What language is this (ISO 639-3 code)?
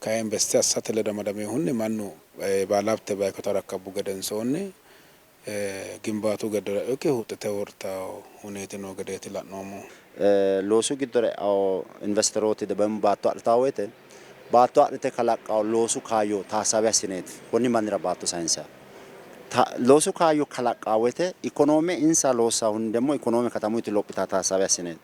sid